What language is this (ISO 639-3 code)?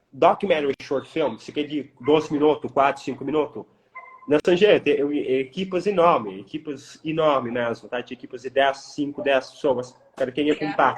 kea